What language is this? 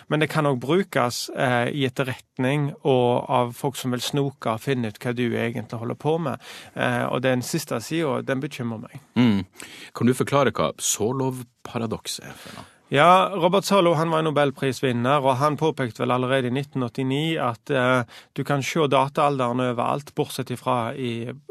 Norwegian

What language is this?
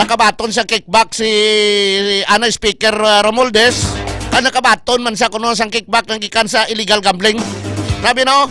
Hiligaynon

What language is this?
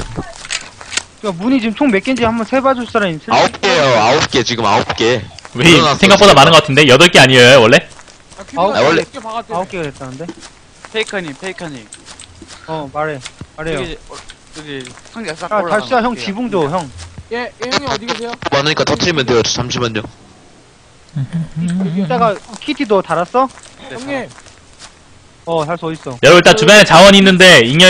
Korean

